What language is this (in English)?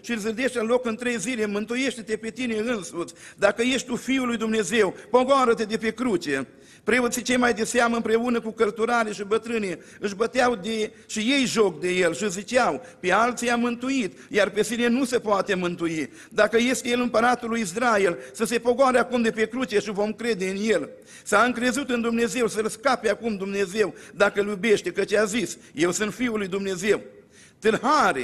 Romanian